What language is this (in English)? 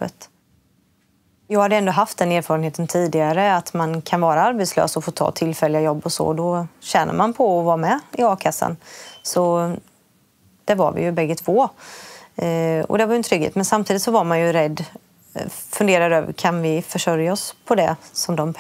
Swedish